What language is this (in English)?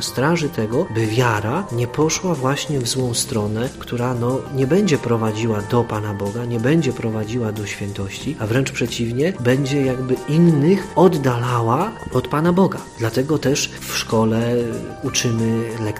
Polish